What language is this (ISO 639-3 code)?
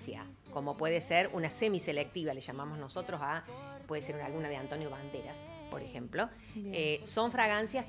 spa